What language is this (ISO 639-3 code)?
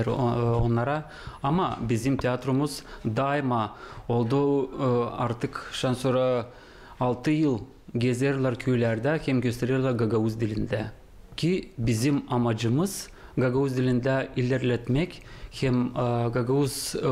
gag